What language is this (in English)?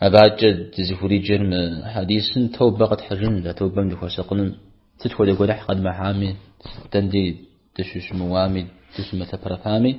Kabardian